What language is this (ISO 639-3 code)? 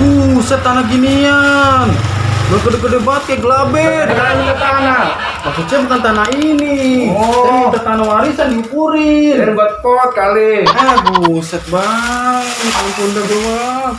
bew